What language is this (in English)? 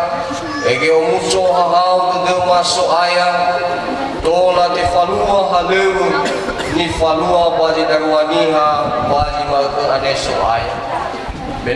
Nias